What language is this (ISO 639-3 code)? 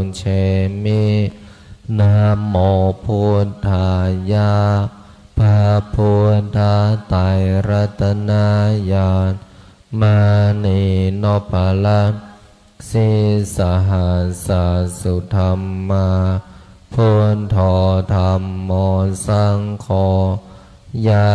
pli